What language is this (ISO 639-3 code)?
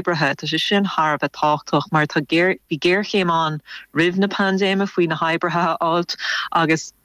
gle